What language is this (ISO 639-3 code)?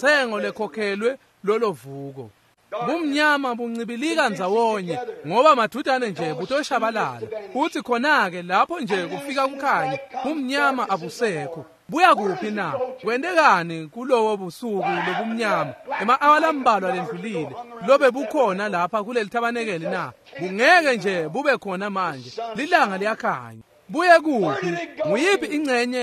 ssw